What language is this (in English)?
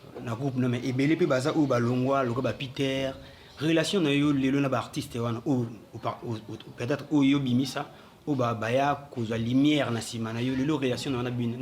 Lingala